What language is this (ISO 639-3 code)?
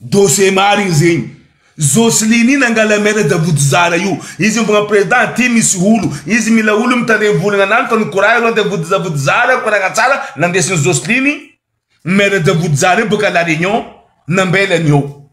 mlg